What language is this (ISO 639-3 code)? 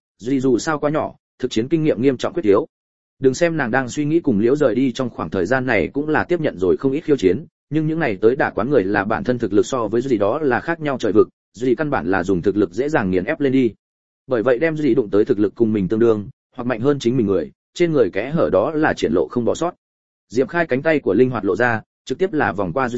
vie